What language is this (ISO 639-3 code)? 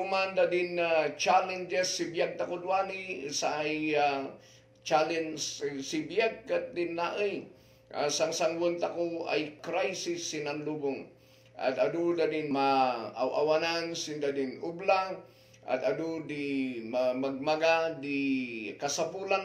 kne